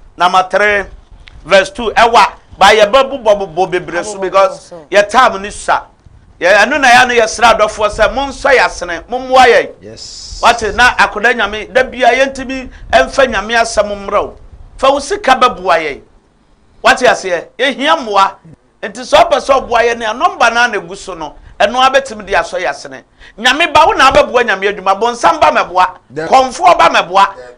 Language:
Akan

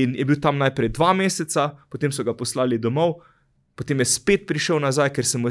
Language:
Slovenian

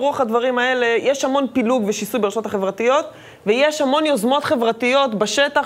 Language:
Hebrew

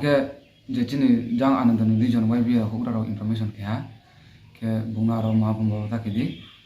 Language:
Riang (India)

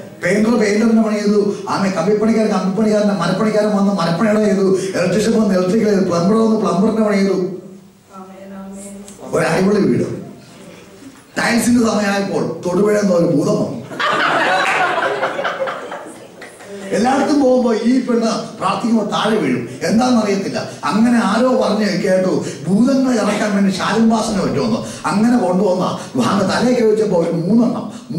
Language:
Malayalam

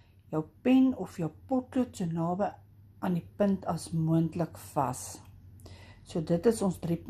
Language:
Afrikaans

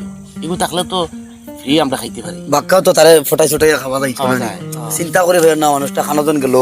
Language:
Sylheti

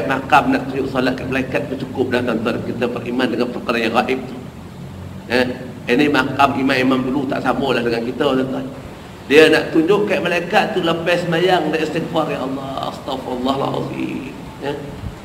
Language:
Malay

